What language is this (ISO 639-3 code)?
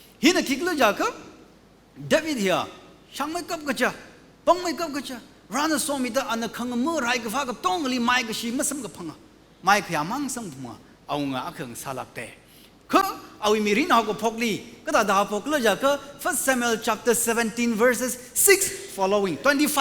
nmf